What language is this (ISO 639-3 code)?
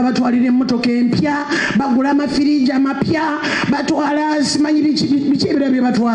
lug